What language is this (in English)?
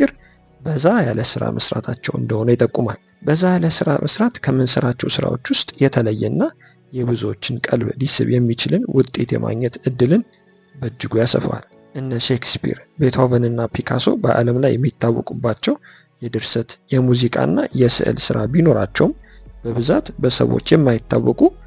Amharic